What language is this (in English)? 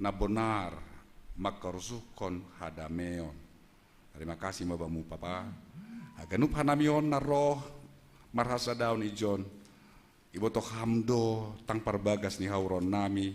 Batak Simalungun